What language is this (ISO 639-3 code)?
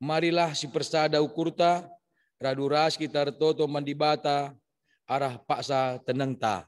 btx